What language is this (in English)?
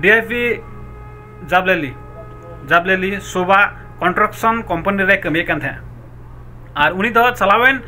Santali